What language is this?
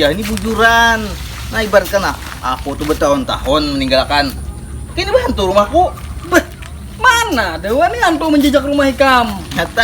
Banjar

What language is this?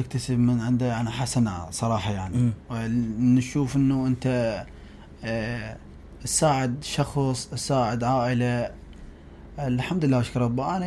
Mesopotamian Arabic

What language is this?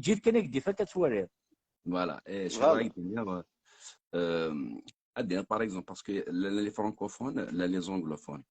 Kabyle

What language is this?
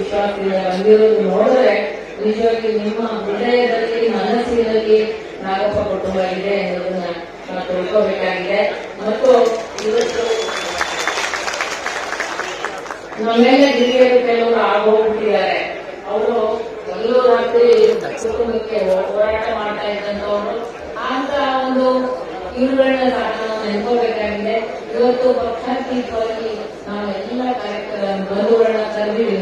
Kannada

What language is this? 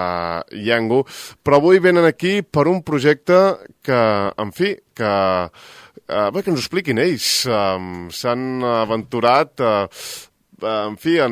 Catalan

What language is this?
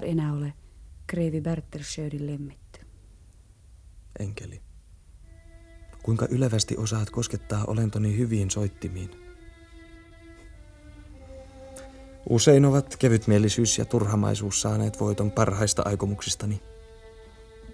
Finnish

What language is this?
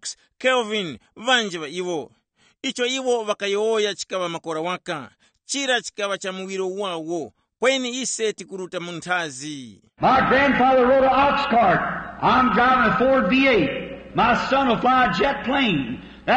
Tumbuka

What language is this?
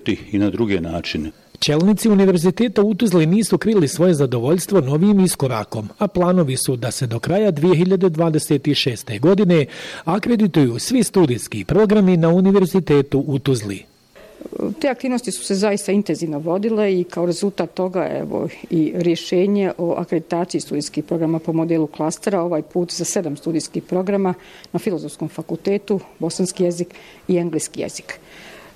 Bosnian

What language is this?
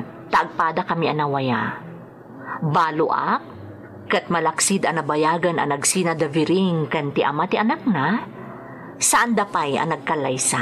Iloko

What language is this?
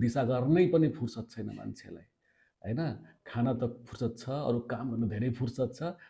Nepali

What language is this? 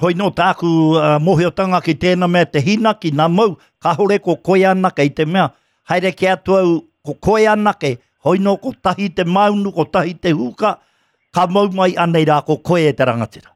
Māori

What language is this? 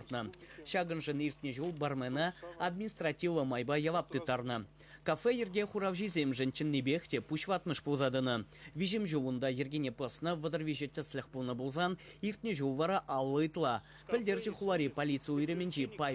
Chuvash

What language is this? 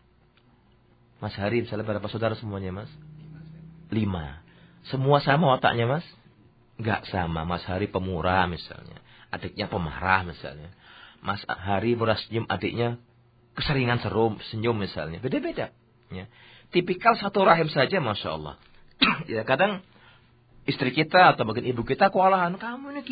Indonesian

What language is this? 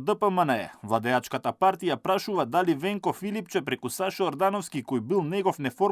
Macedonian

